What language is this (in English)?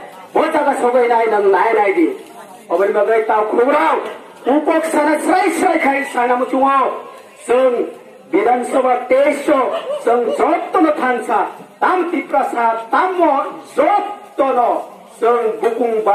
Kok Borok